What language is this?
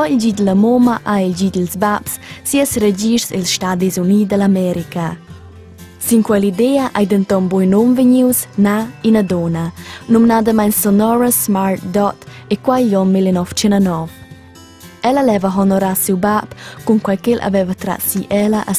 Romansh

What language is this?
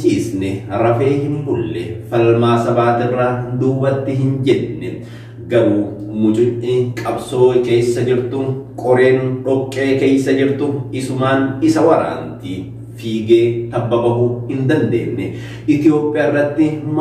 Oromo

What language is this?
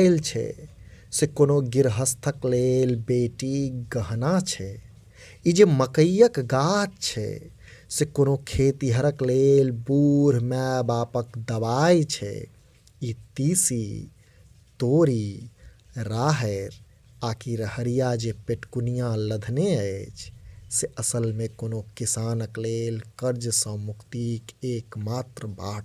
Maithili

